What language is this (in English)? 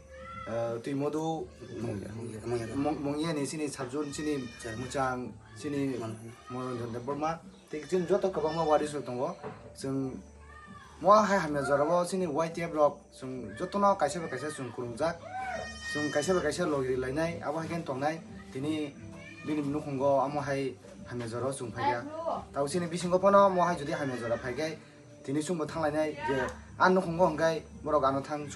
Kok Borok